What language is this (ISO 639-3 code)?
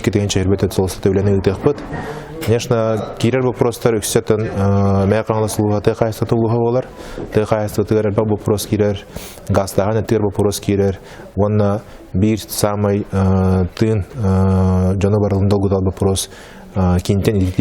sah